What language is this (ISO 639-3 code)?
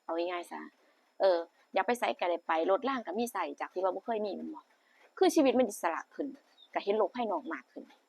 tts